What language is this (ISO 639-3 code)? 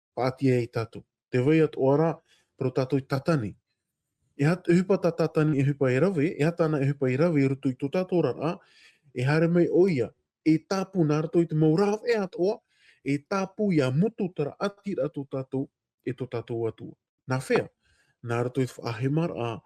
tah